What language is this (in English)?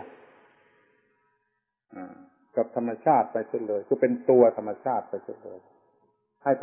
Thai